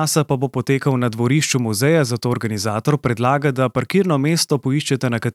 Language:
Slovenian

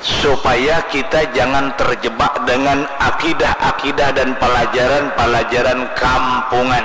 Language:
Banjar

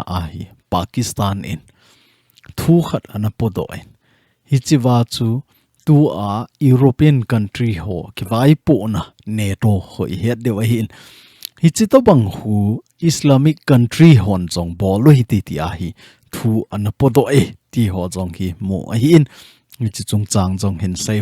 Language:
Thado Chin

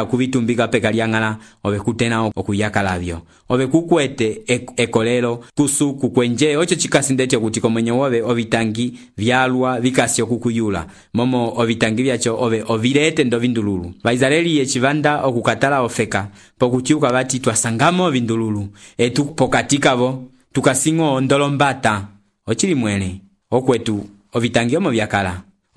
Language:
Umbundu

